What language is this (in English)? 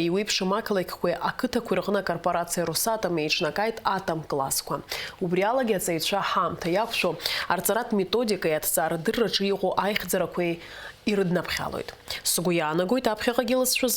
Abkhazian